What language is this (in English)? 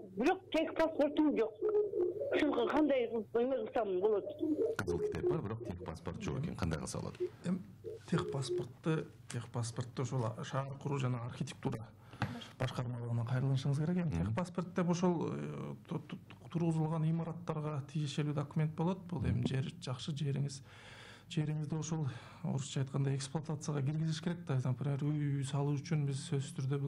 Kyrgyz